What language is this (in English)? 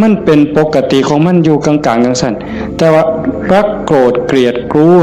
Northeastern Thai